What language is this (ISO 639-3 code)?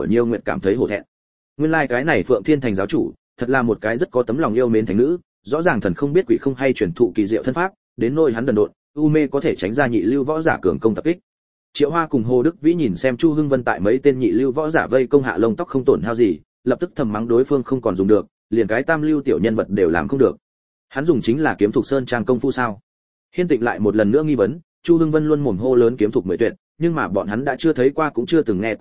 vie